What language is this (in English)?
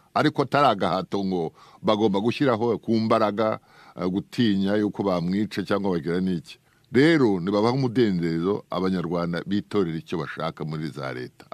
Kinyarwanda